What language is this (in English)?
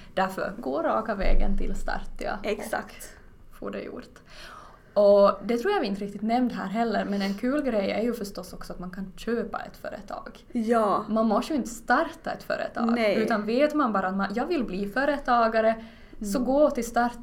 Swedish